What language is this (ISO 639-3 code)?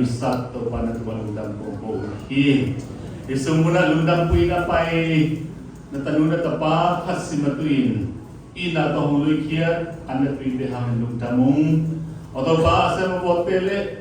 csy